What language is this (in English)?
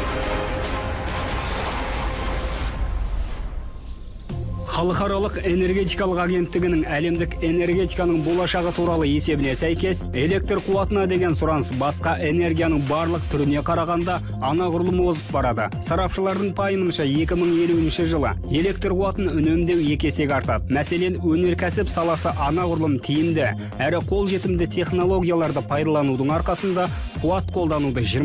Kazakh